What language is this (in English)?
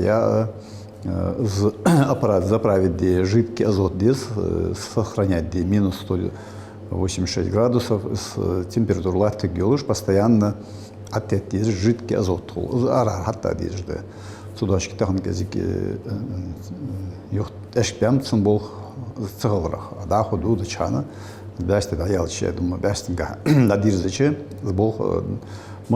Ingush